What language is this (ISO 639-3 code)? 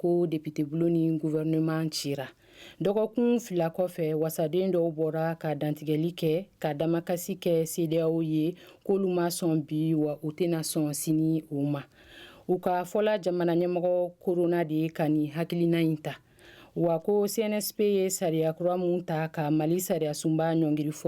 bam